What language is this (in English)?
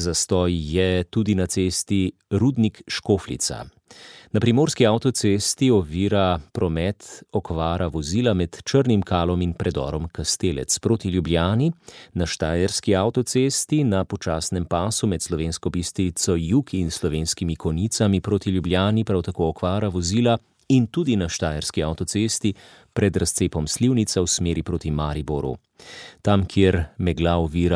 Slovenian